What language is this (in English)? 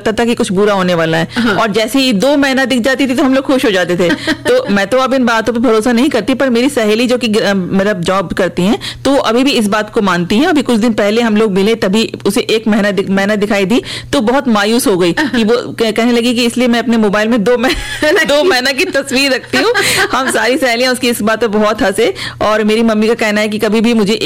Hindi